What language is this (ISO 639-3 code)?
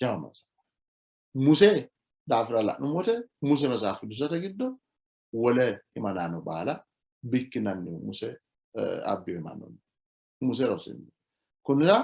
sid